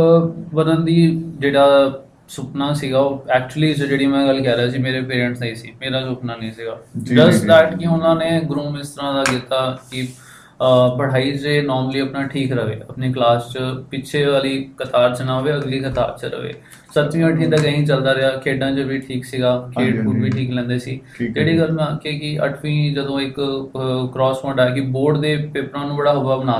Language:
Punjabi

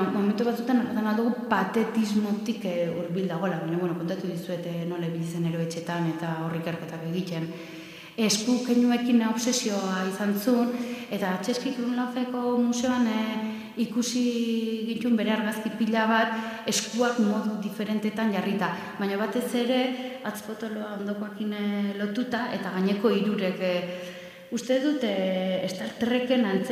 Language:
Basque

